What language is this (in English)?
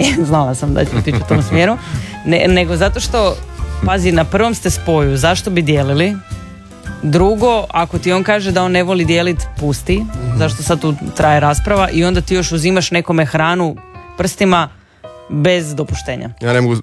Croatian